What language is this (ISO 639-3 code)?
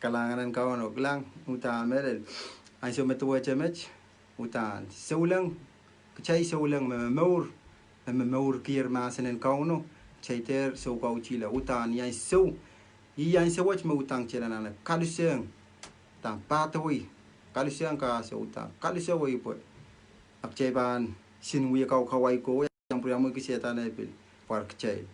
pon